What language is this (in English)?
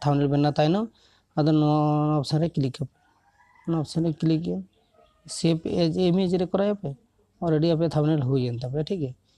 Santali